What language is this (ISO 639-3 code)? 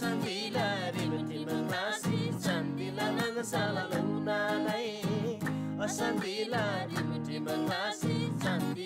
taj